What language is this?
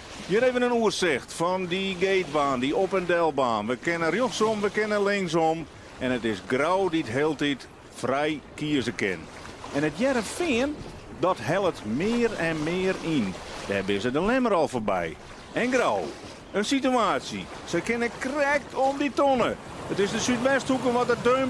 Western Frisian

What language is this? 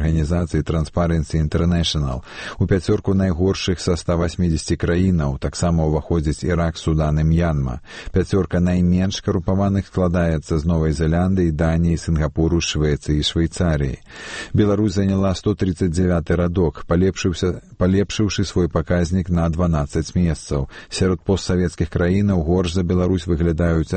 Belarusian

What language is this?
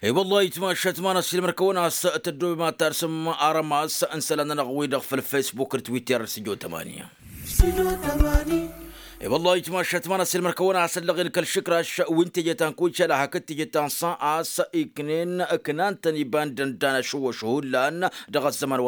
Tamasheq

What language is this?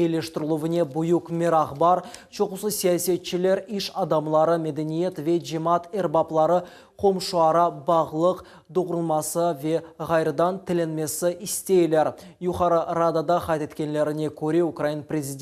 Crimean Tatar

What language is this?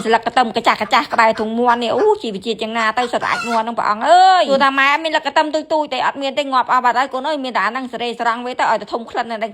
Khmer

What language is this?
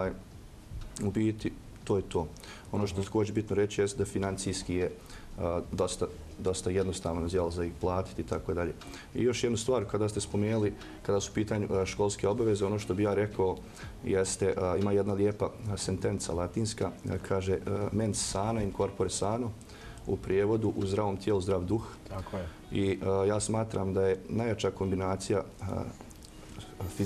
Bosnian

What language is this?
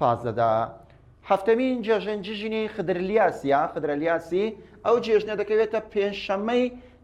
Central Kurdish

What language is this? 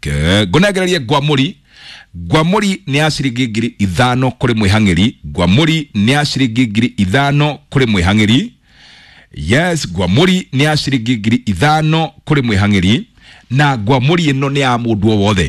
Kikuyu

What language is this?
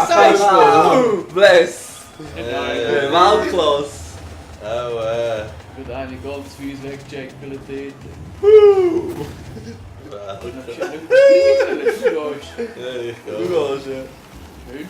Swiss German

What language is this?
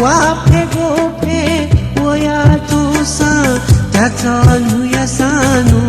Newari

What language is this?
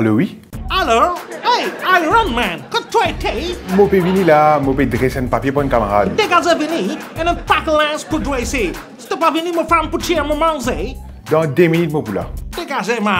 Morisyen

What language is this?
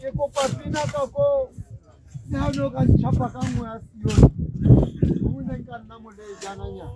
Tswana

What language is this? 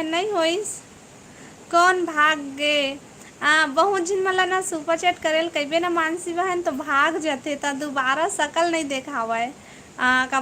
Chhattisgarhi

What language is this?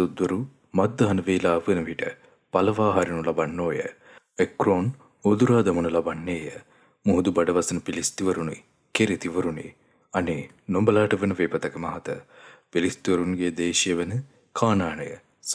Sinhala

